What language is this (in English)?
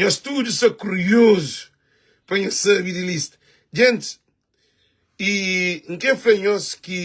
Kabuverdianu